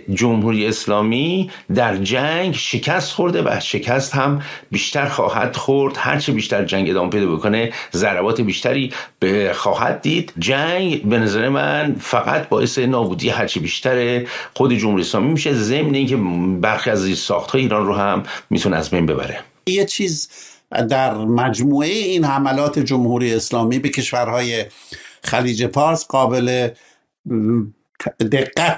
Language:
Persian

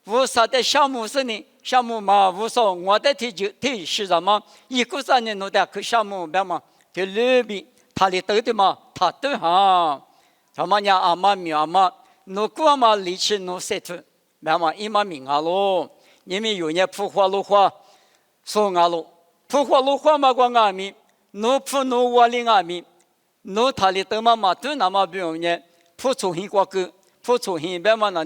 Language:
Lisu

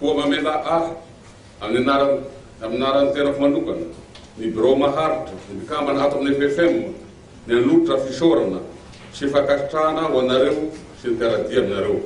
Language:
Malagasy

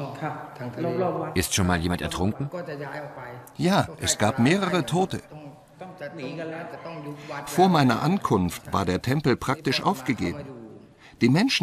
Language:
German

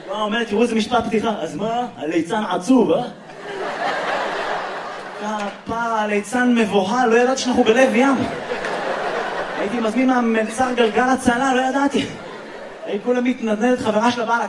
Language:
Hebrew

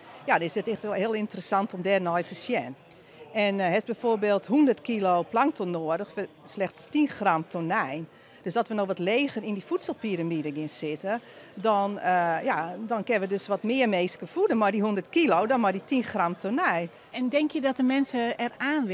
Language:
Western Frisian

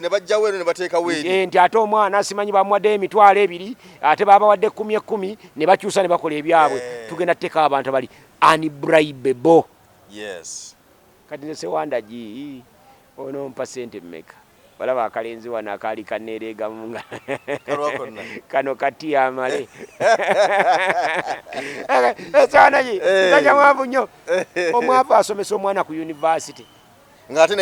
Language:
Ganda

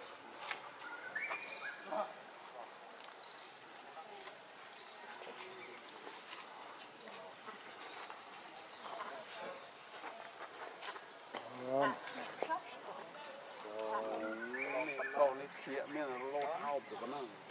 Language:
Vietnamese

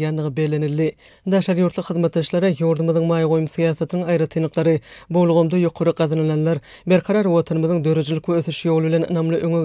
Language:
Turkmen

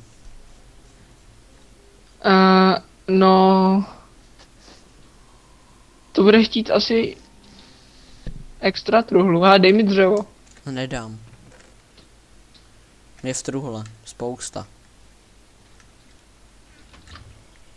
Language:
Czech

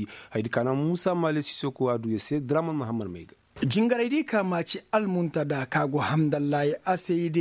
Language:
Koyraboro Senni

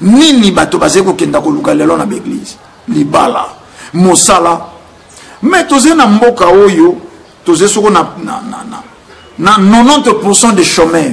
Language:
Lingala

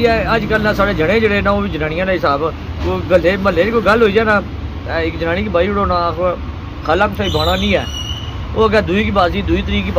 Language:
Pahari-Potwari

